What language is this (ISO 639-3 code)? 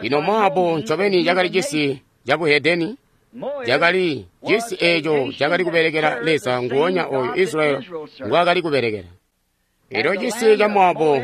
toi